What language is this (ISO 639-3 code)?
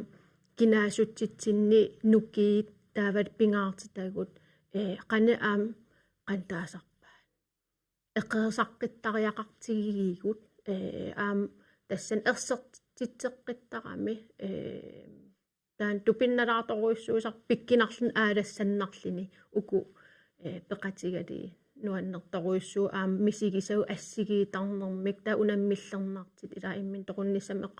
kal